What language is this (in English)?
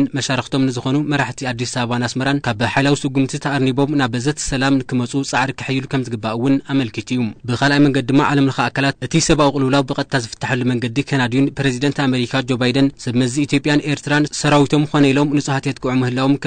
Tigrinya